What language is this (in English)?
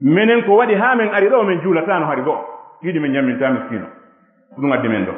Fula